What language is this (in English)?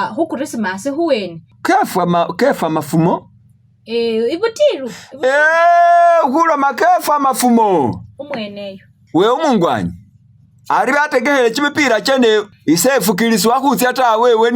Masaaba